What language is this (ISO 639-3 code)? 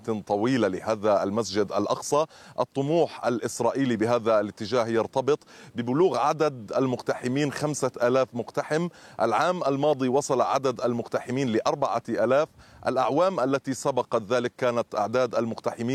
ara